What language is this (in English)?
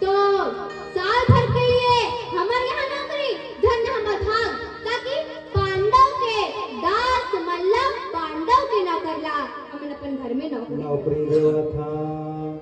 Chhattisgarhi